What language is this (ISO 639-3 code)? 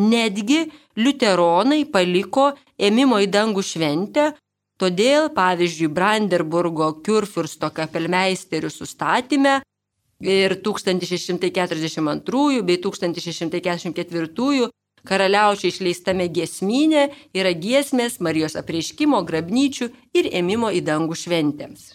lit